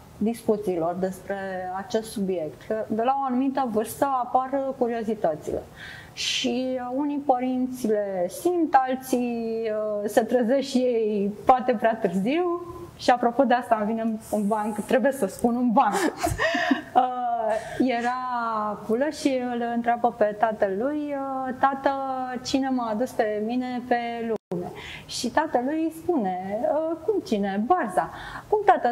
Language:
Romanian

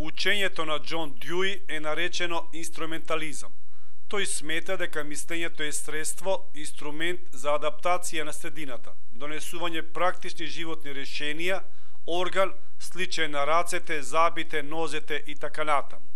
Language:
Macedonian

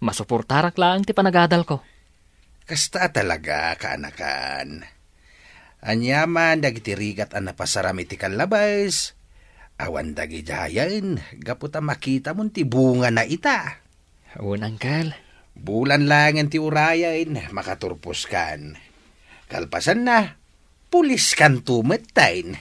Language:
Iloko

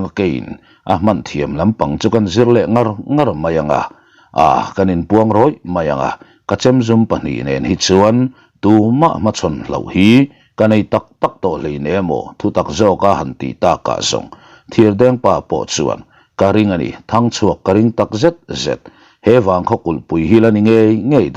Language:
Mizo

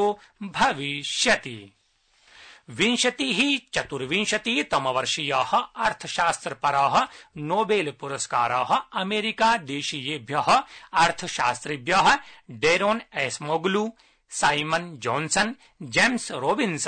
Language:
Sanskrit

